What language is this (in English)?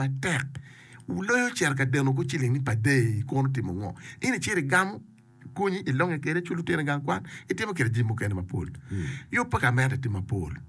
Acoli